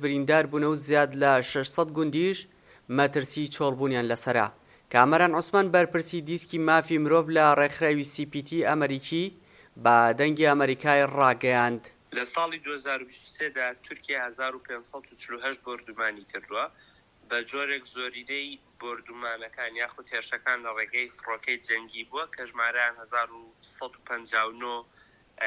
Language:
Central Kurdish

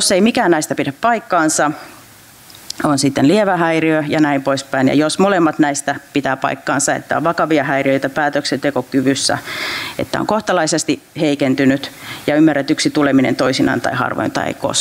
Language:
Finnish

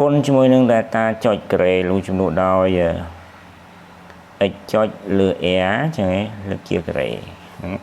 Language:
Khmer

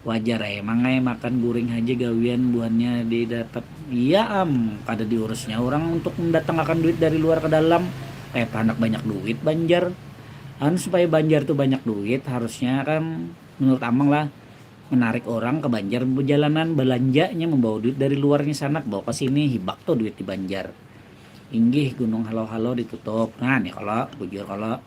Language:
Banjar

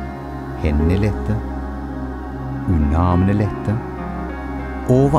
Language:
Norwegian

